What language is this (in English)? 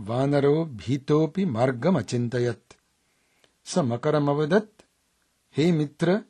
Sanskrit